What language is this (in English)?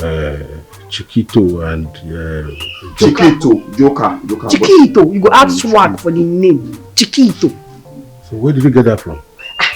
Nigerian Pidgin